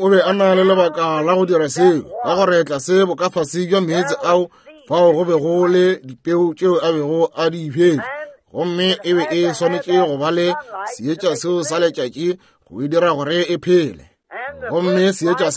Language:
Northern Sotho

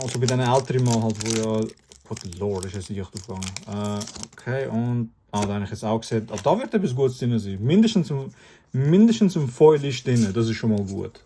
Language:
Swiss German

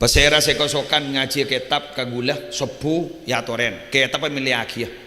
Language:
Madurese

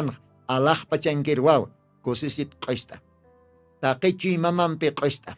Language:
Aymara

